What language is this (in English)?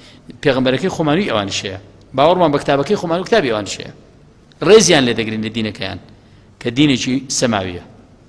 Central Kurdish